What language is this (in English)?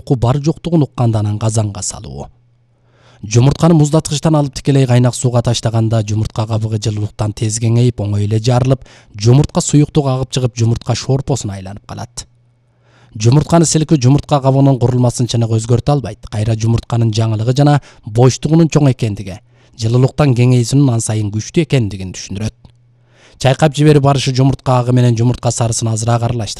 Kyrgyz